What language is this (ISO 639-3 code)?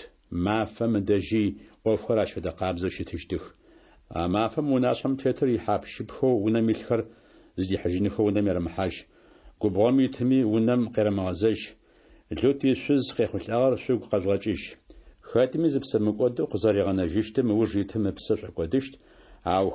ady